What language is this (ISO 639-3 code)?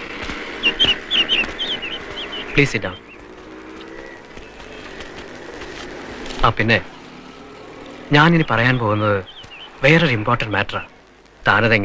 mal